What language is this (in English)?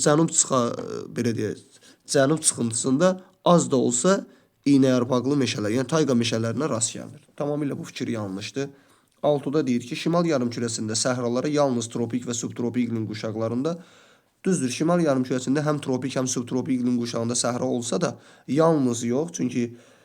Azerbaijani